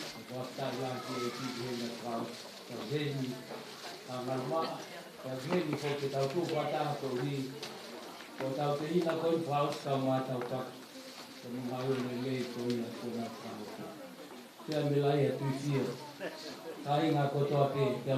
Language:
Tongan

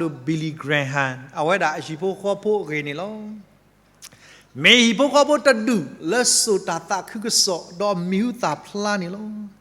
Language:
S'gaw Karen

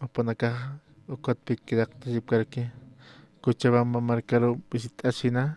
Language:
Aymara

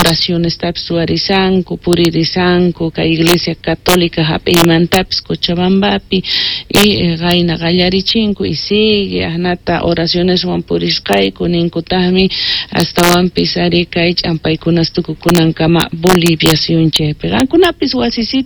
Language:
South Bolivian Quechua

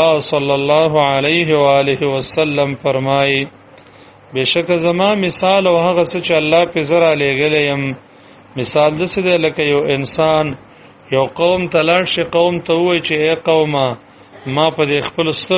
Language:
Pashto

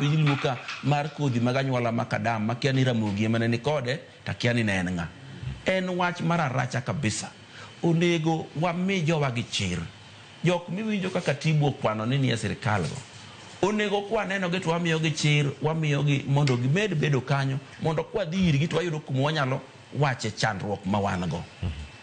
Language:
Luo (Kenya and Tanzania)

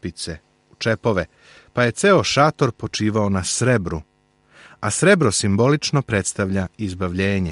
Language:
Serbian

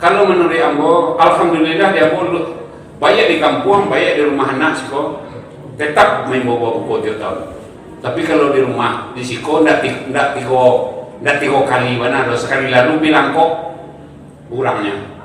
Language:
Minangkabau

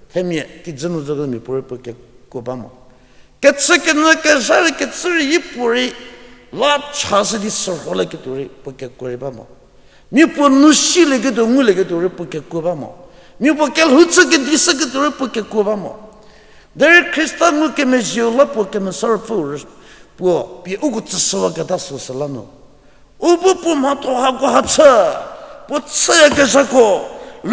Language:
Angami Naga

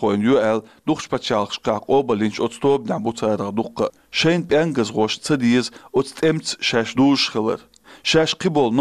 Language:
Chechen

